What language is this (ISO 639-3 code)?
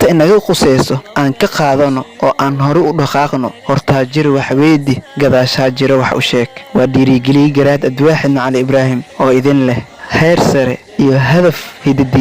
som